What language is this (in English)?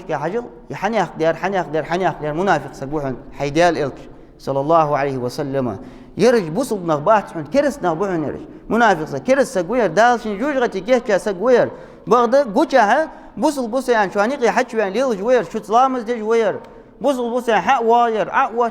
Ingush